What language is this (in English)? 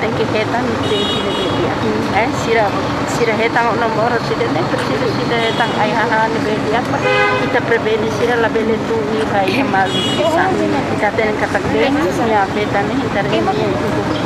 Tetum